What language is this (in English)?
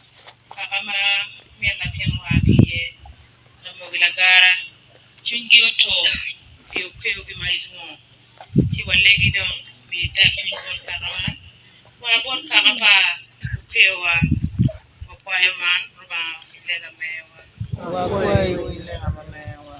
Acoli